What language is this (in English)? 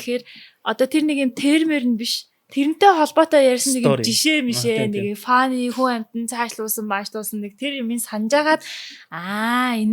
Mongolian